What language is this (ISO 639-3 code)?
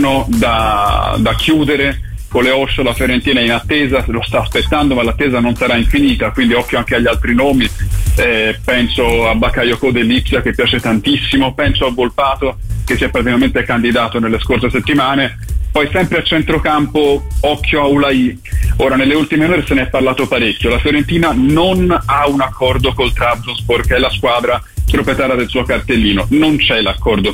ita